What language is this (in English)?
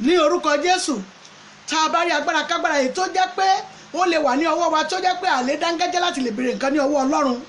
Yoruba